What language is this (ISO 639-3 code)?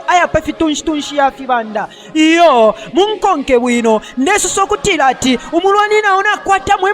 bem